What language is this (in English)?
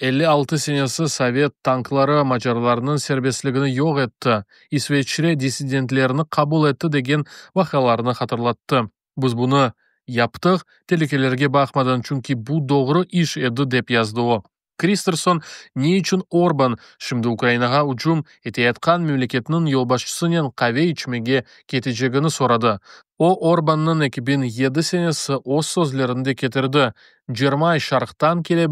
Crimean Tatar